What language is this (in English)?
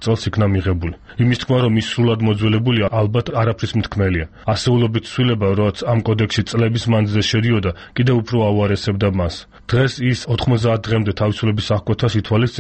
Georgian